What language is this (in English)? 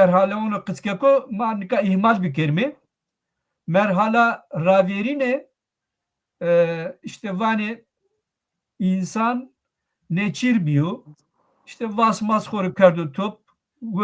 Zaza